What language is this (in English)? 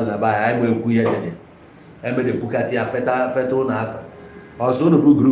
Igbo